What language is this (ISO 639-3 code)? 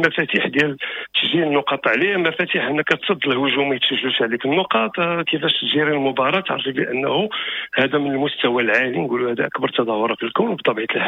ary